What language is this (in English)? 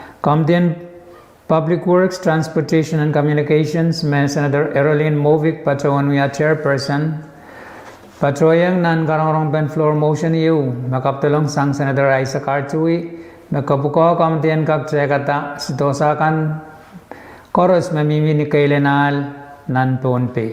Pohnpeian